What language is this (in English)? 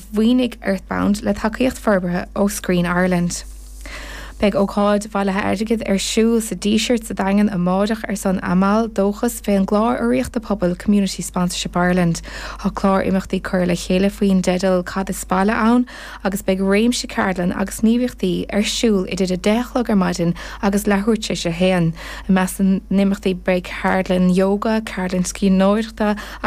Irish